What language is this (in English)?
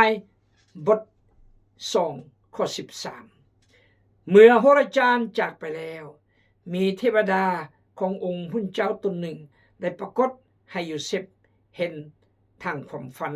Khmu